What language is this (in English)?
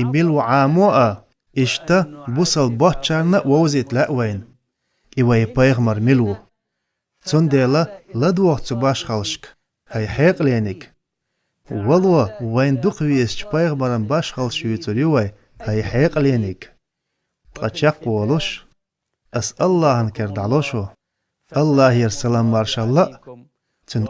Chechen